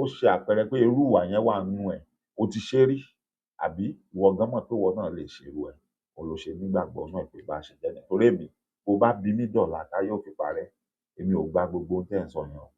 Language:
Yoruba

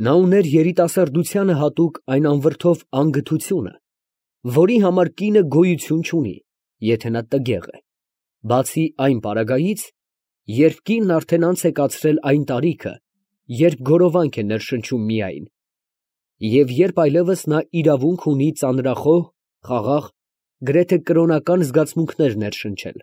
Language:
Armenian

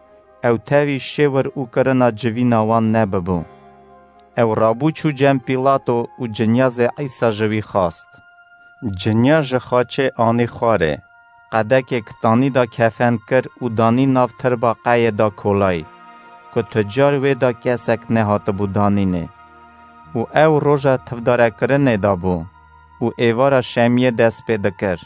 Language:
Kurdish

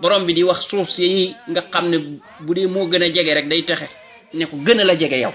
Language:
Wolof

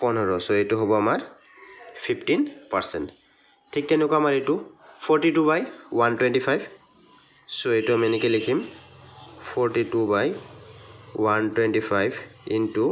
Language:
Assamese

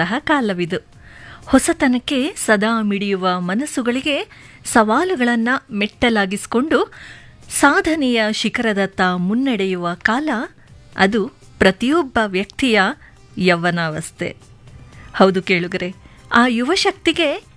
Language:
Kannada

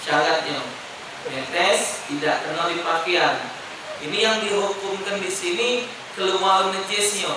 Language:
Musi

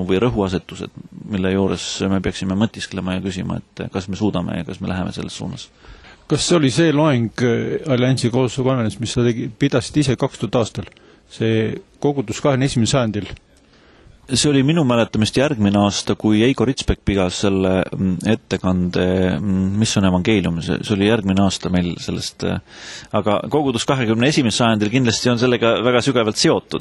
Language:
Estonian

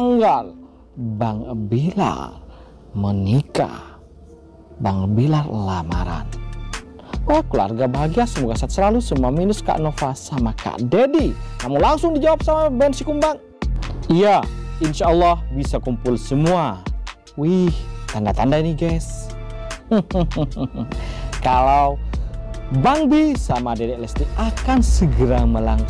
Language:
Indonesian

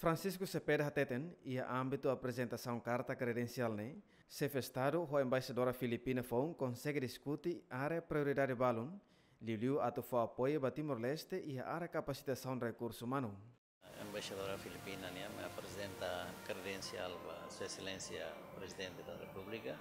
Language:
Tetum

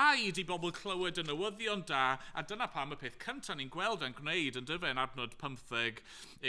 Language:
Welsh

